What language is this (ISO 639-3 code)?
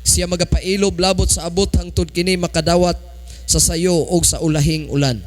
ceb